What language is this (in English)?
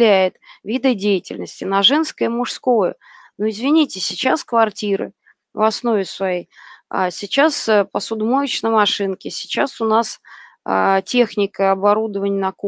Russian